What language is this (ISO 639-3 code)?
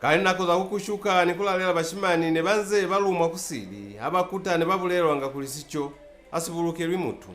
loz